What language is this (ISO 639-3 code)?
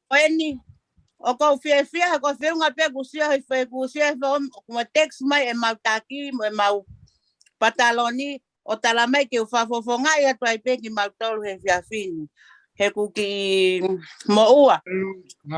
ton